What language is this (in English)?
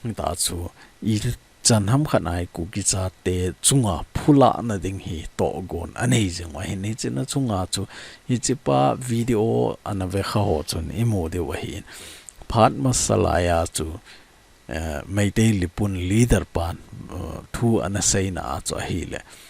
Thado Chin